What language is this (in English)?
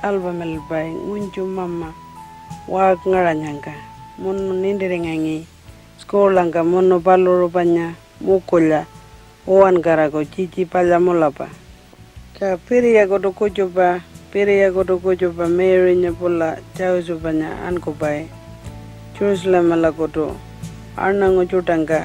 Pitjantjatjara